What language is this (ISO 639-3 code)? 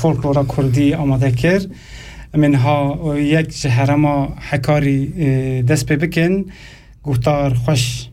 kur